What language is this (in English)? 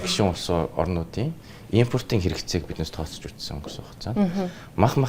Mongolian